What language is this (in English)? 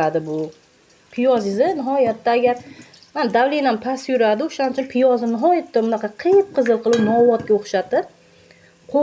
Uzbek